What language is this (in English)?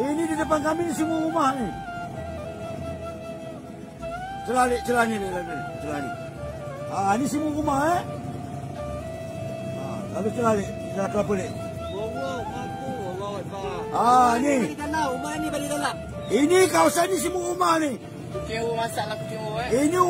Malay